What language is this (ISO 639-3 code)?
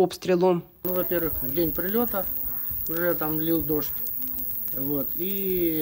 ukr